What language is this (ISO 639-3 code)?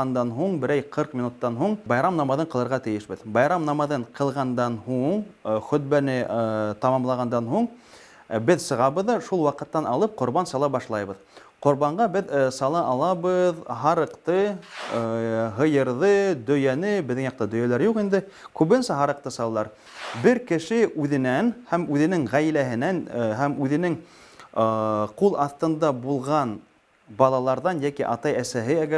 bak